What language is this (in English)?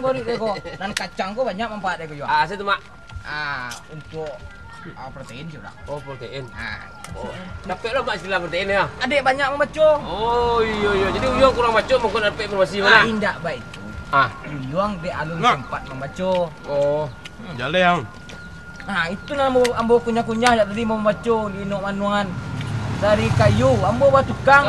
Minangkabau